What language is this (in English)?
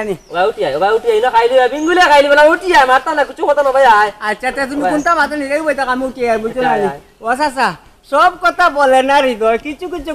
Sylheti